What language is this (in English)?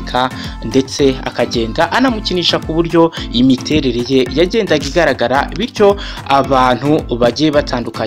Kinyarwanda